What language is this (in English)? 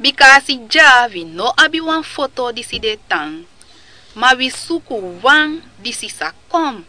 Sranan Tongo